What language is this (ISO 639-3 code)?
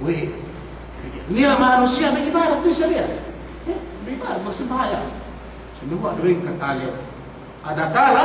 yka